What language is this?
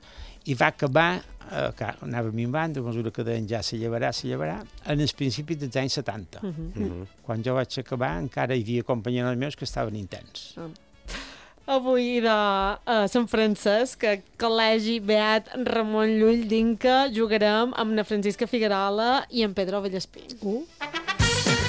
Catalan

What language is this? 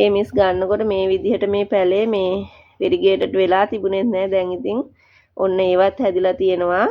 Sinhala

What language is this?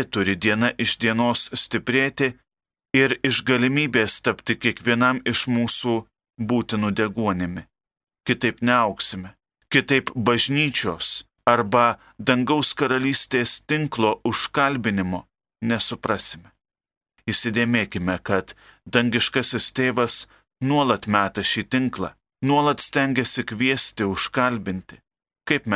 Lithuanian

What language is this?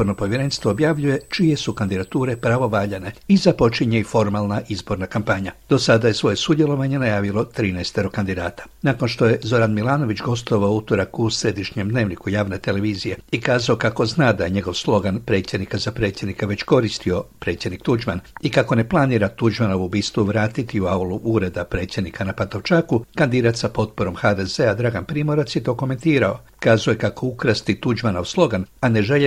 Croatian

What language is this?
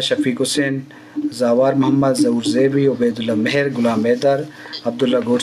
Eastern Balochi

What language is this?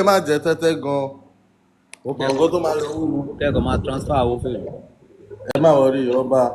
Yoruba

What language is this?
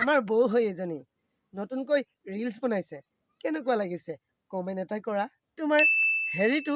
Assamese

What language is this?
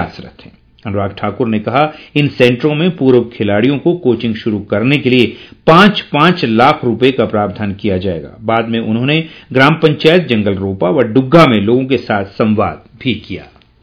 Hindi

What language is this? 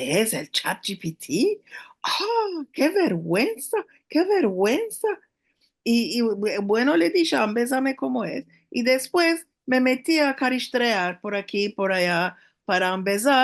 Ladino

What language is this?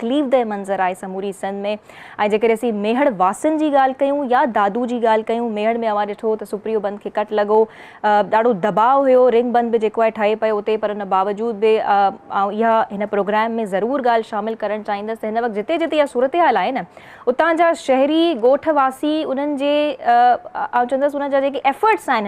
Sindhi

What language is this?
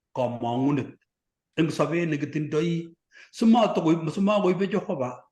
Kalenjin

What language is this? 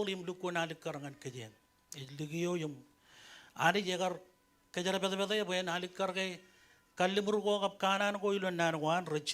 Marshallese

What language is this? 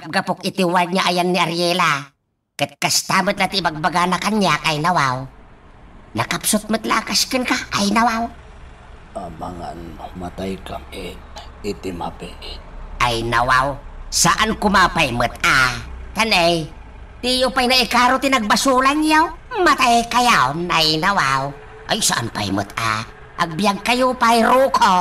Iloko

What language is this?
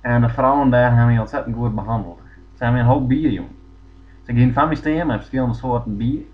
Western Frisian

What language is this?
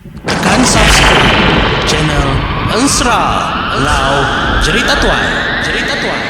Iban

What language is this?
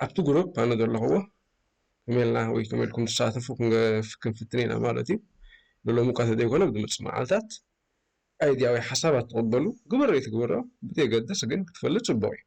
Tigrinya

